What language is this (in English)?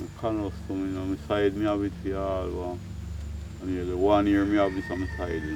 Jamaican Creole English